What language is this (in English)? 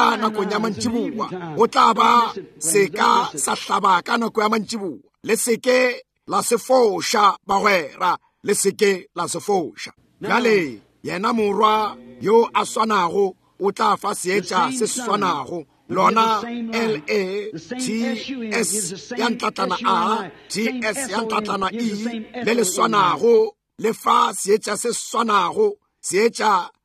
Northern Sotho